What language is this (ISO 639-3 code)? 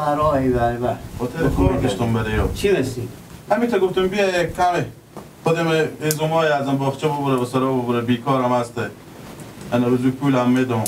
fas